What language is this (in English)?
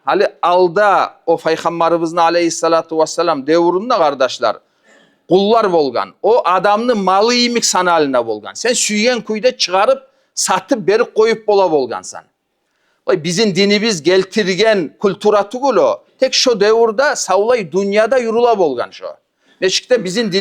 Kumyk